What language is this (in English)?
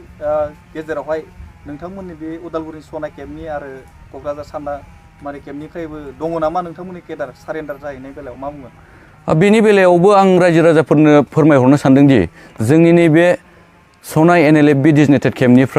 Bodo